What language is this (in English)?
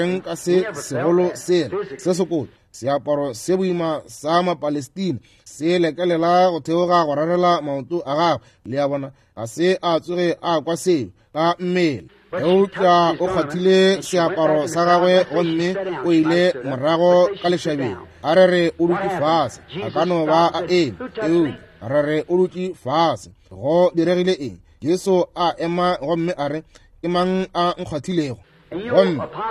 Northern Sotho